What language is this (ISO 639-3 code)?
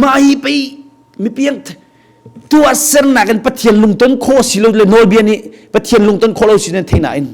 cnh